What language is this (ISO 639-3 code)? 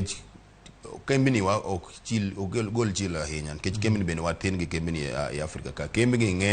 luo